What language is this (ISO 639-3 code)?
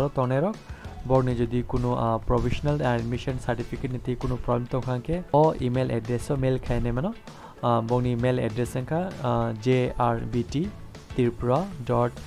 trp